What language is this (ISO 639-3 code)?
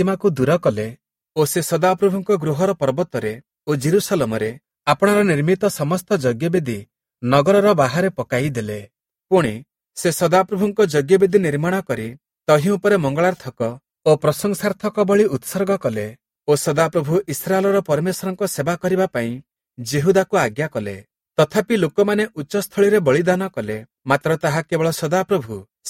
ori